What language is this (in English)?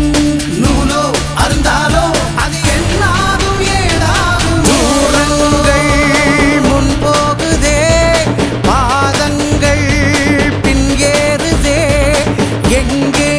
Tamil